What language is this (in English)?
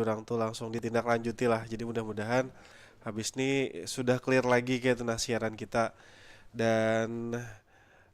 Banjar